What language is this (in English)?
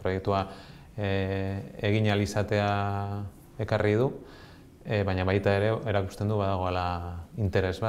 Basque